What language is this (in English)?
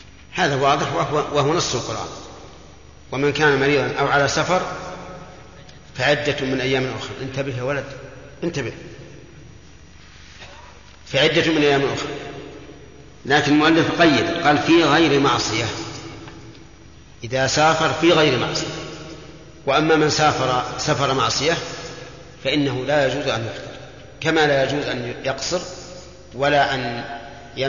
Arabic